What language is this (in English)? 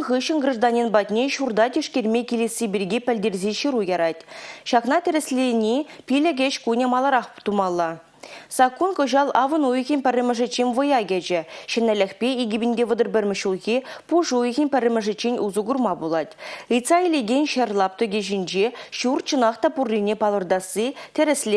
Chuvash